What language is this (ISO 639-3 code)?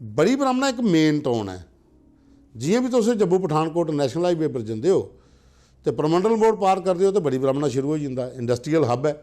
doi